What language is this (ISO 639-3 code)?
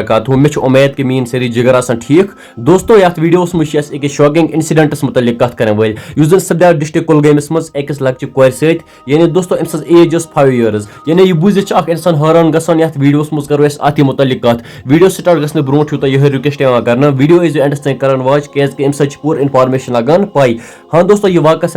kas